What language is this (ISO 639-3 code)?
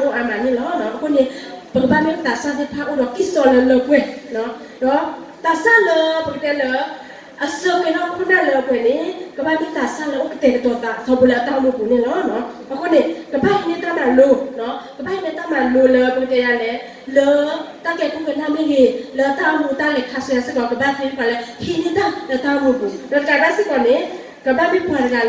ksw